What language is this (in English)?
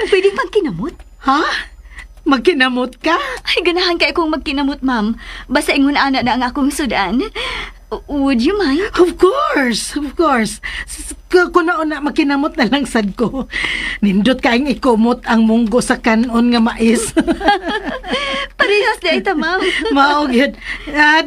Cebuano